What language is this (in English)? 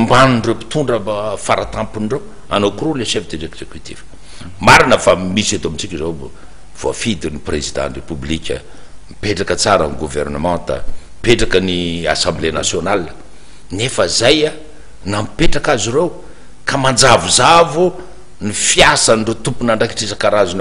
Malagasy